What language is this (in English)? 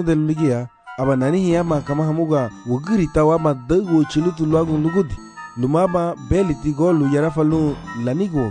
Garifuna